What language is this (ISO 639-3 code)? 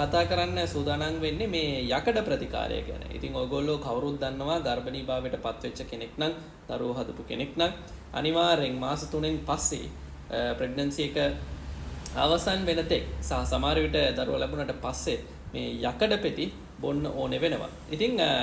sin